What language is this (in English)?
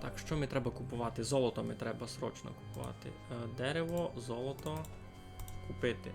Rusyn